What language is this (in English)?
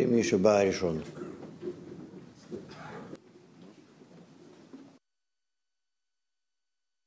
Hebrew